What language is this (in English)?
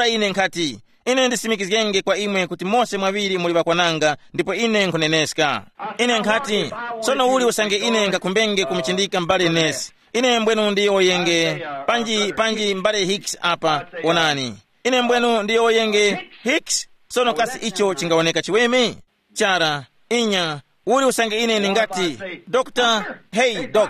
Tumbuka